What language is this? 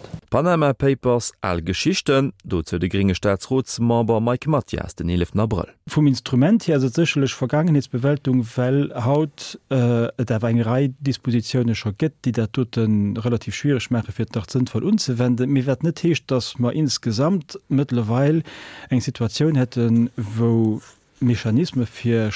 Luxembourgish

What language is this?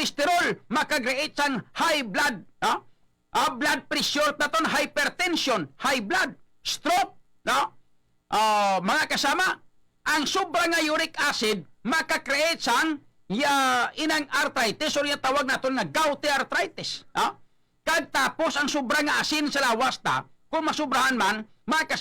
Hiligaynon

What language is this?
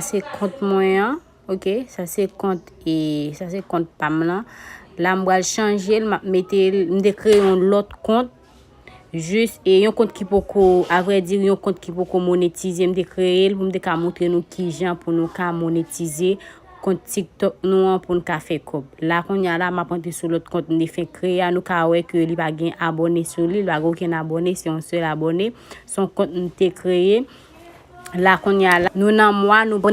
Haitian Creole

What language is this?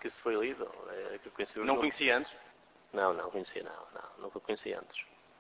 Portuguese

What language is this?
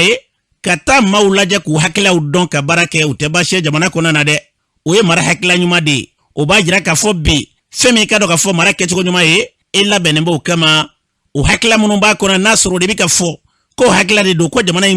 Bambara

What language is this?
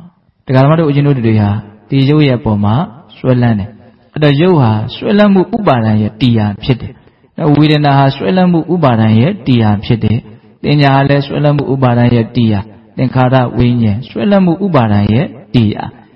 Burmese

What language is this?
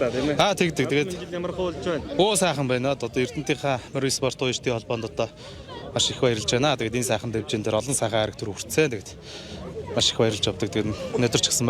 Mongolian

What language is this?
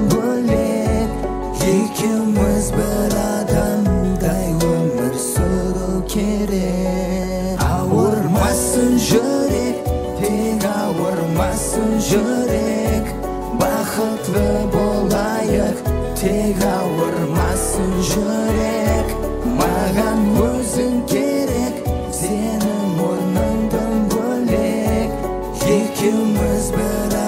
Kara-Kalpak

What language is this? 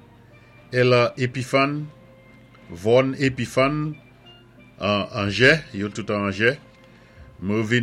Saint Lucian Creole French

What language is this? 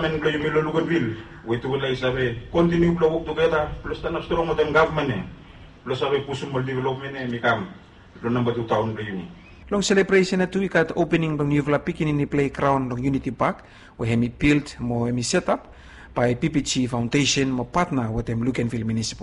Bislama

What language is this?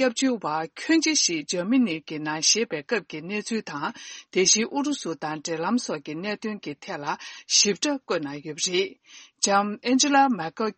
Tibetan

